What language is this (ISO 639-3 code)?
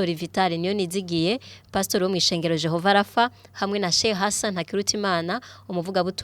run